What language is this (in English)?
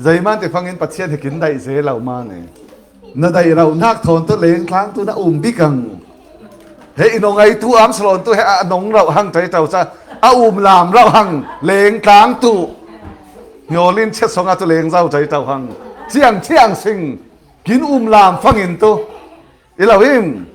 Falam Chin